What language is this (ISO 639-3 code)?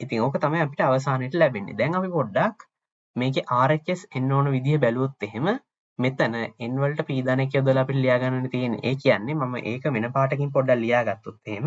sin